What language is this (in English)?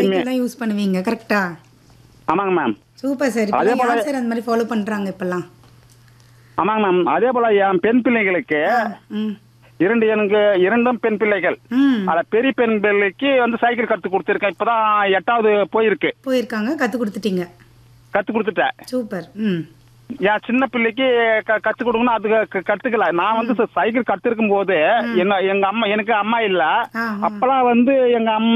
Tamil